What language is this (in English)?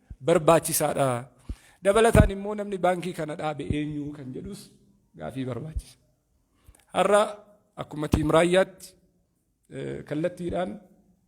Oromo